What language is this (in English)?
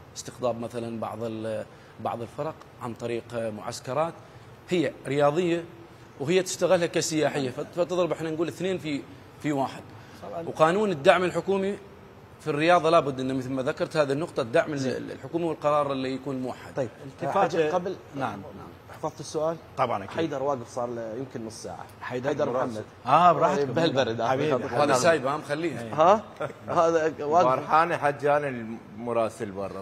Mesopotamian Arabic